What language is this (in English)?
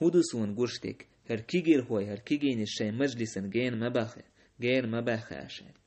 Chechen